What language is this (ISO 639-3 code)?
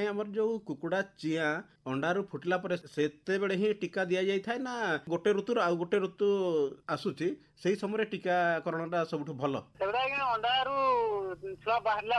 ori